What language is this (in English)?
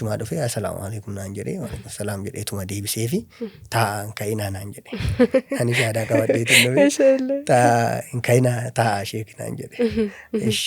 Oromo